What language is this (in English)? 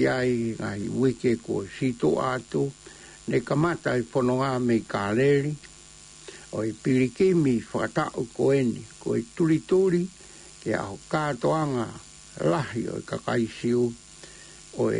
Tongan